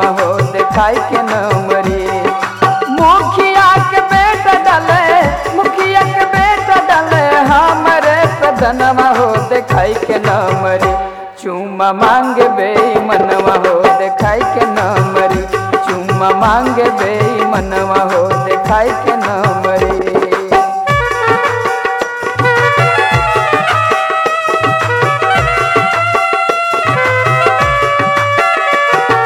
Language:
Bhojpuri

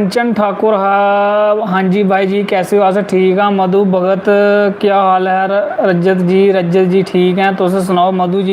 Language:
Dogri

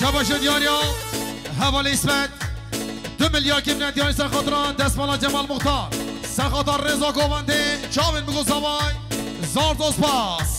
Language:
Kurdish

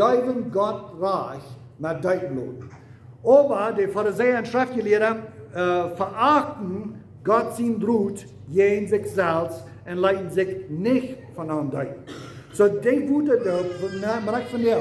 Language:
Plautdietsch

